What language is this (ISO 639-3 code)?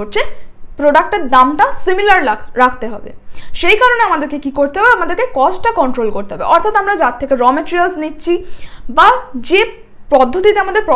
ben